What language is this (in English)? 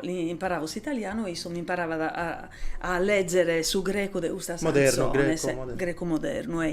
Sardinian